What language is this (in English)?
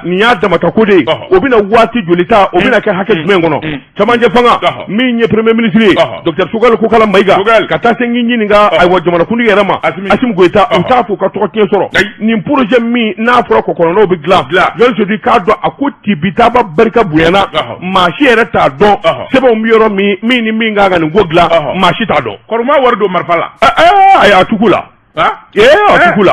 Bambara